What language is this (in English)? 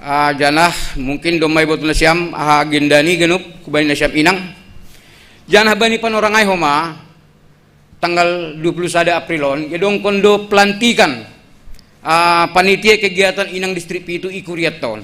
Batak Simalungun